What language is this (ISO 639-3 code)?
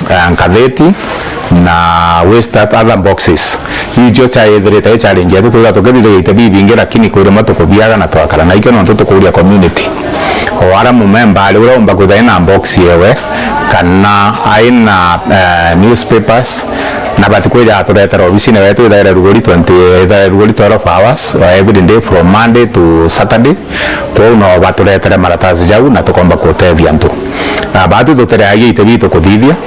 mer